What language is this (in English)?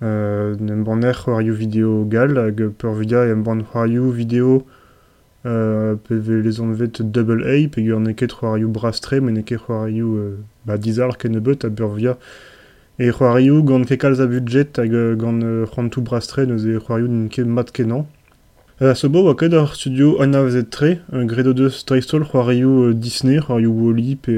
Breton